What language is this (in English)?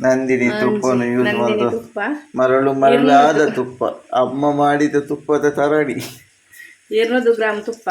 Tulu